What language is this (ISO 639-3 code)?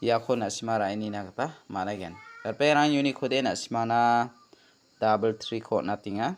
grt